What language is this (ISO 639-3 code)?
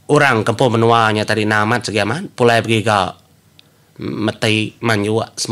iba